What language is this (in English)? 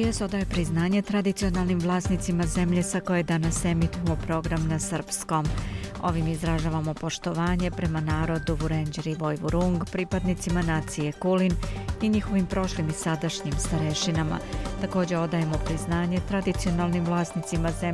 Bosnian